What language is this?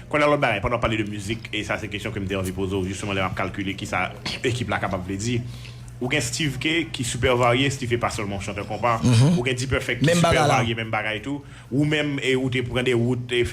Haitian Creole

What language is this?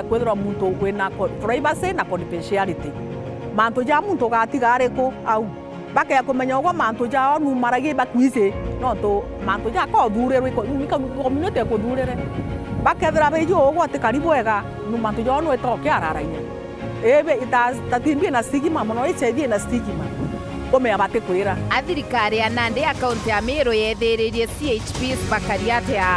Meru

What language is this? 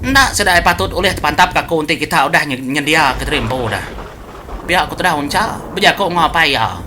Iban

